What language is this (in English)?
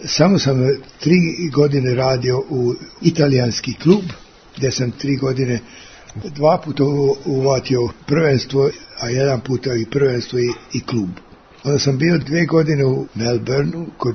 Serbian